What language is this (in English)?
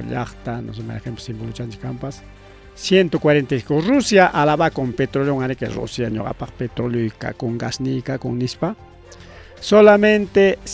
Ayacucho Quechua